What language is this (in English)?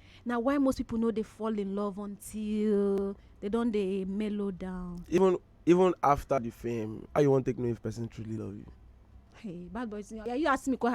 Nigerian Pidgin